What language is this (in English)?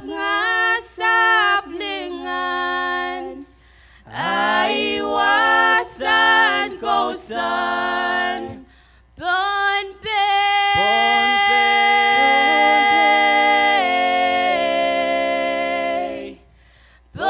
Pohnpeian